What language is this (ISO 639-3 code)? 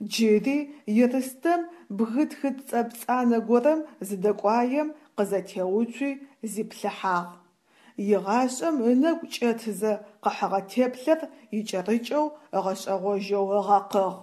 ady